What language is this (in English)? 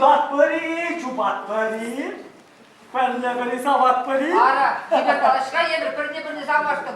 Chuvash